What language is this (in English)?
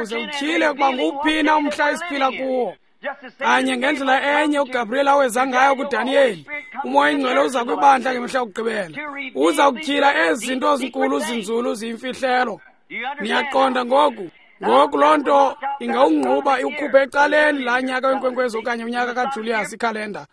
Xhosa